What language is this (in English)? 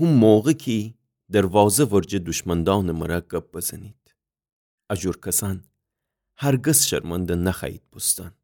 Gilaki